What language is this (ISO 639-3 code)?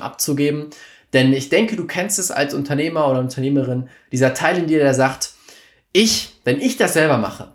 deu